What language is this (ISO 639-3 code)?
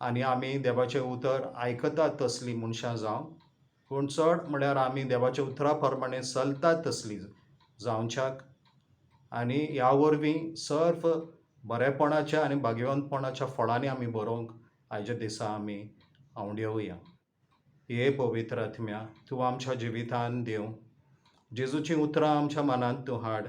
kok